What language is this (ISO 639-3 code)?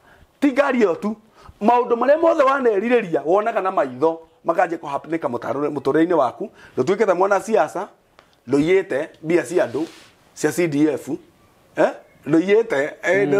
kik